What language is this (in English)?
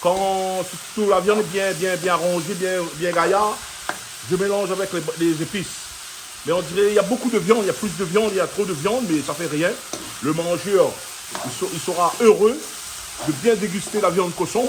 Réunion Creole French